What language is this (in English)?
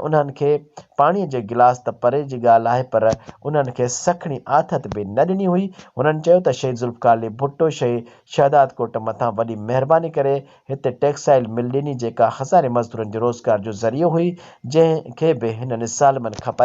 Sindhi